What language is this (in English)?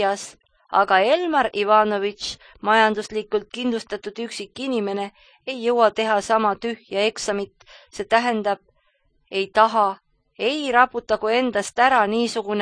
Estonian